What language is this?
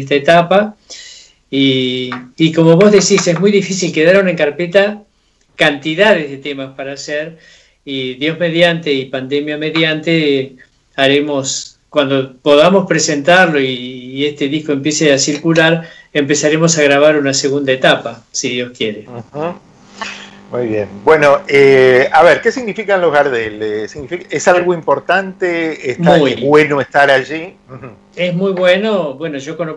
Spanish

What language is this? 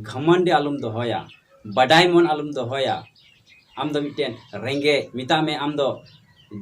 Santali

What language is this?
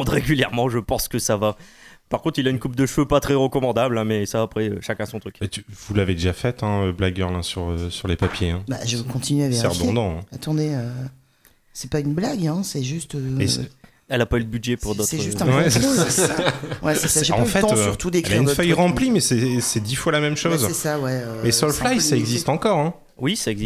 French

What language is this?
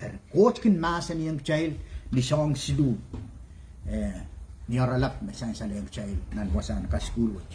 Pohnpeian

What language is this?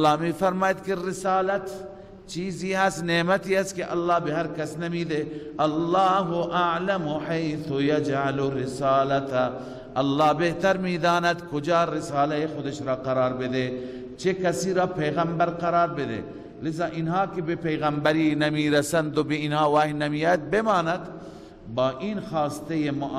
Persian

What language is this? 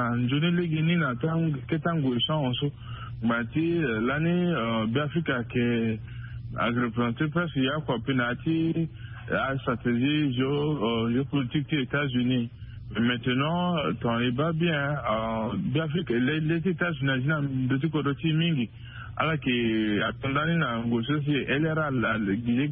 Sango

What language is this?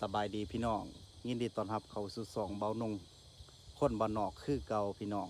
Northeastern Thai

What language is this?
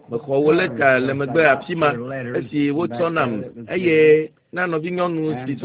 Ewe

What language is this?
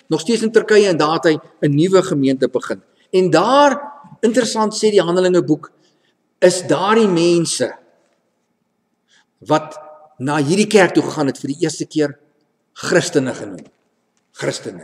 Afrikaans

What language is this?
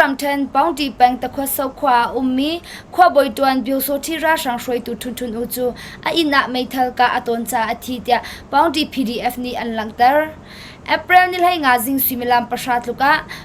Hakha Chin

